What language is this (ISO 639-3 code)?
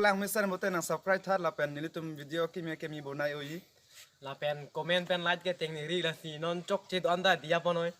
mjw